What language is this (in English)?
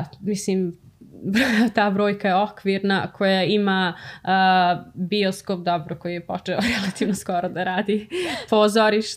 Serbian